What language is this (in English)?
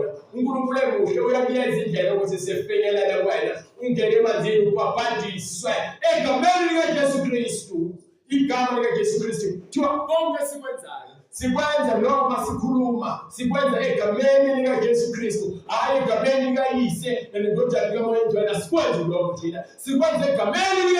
Zulu